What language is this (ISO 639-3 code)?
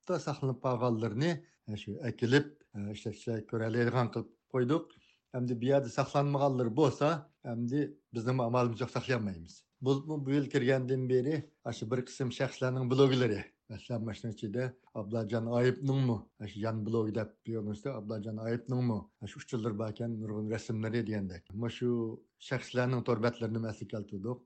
uig